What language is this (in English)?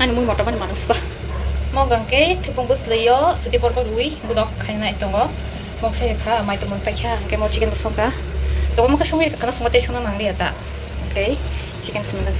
Kok Borok